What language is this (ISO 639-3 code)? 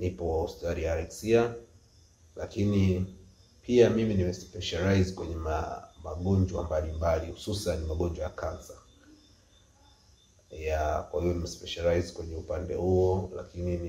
swa